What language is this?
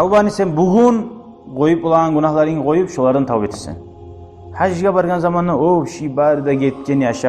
Kumyk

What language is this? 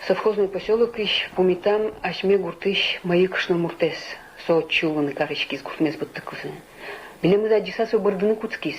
Udmurt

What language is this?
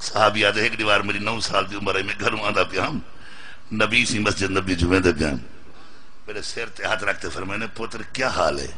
Saraiki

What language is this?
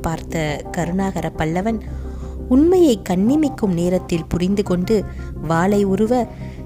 Tamil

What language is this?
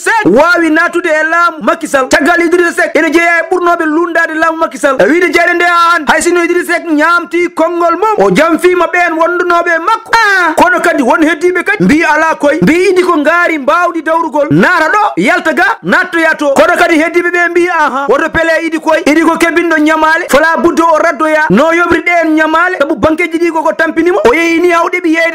Fula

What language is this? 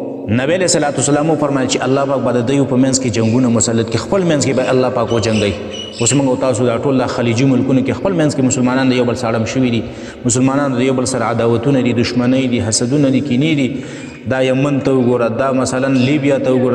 Pashto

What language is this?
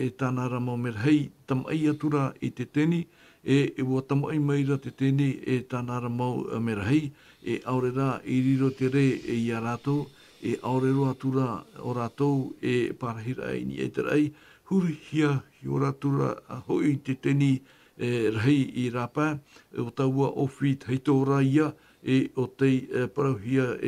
Tahitian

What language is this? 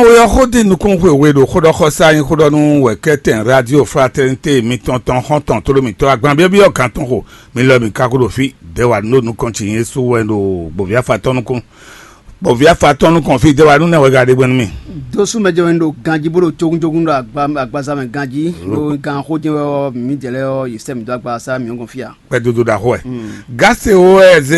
Fon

